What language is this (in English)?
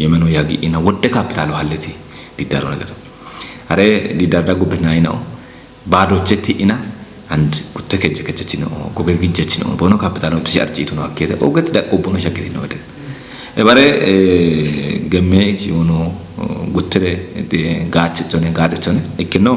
Kafa